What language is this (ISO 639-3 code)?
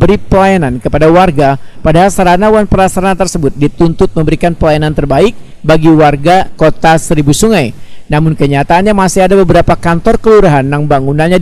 bjn